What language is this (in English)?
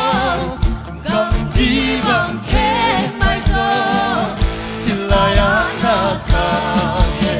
Tedim Chin